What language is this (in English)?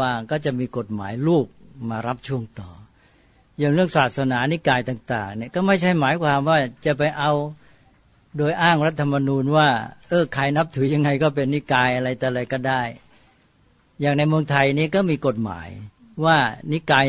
Thai